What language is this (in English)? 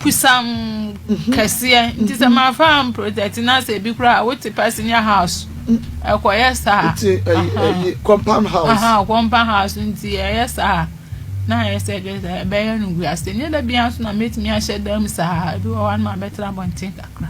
Akan